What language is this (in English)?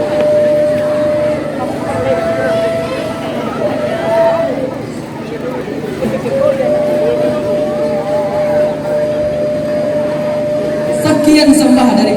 Minangkabau